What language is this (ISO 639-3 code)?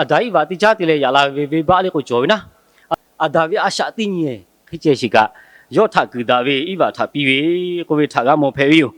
lhu